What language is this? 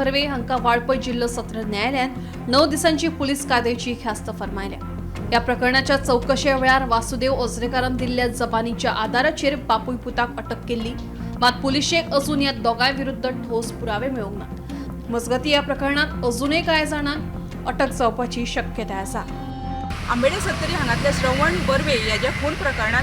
Konkani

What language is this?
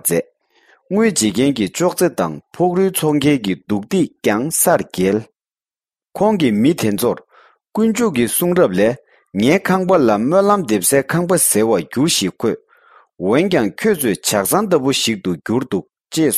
Tibetan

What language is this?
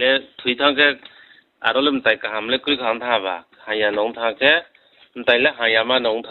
Riang (India)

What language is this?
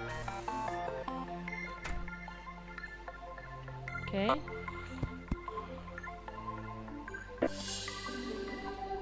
Swedish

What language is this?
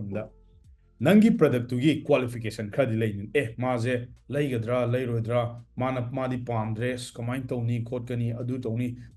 Manipuri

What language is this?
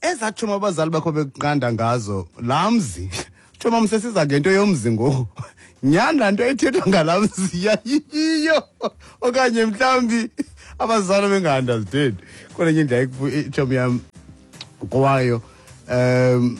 Xhosa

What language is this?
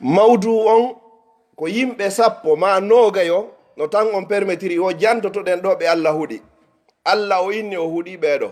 Pular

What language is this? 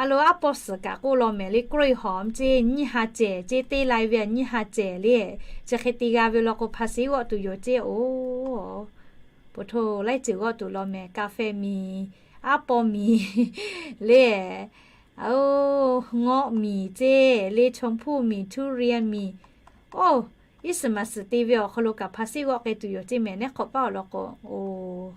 Lahu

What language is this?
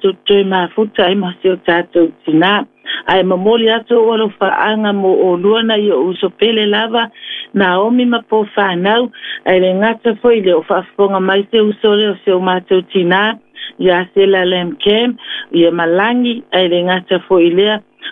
Samoan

